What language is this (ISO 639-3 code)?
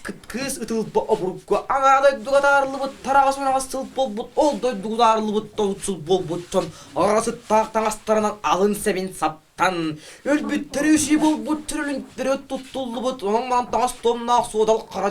sah